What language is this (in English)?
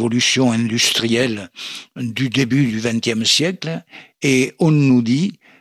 French